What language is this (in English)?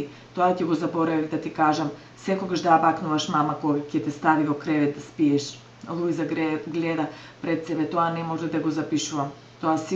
Macedonian